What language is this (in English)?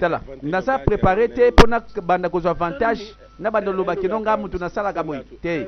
Lingala